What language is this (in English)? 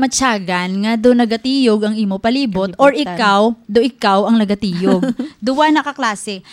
Hiligaynon